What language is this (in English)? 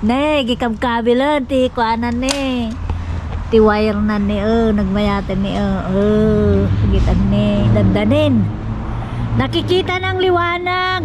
Iloko